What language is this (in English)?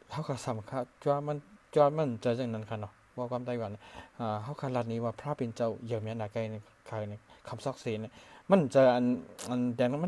Shan